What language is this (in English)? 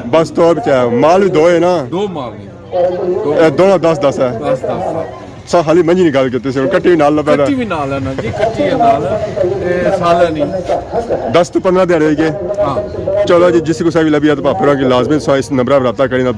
Pahari-Potwari